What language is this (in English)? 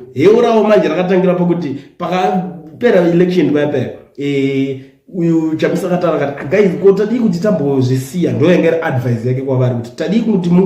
Shona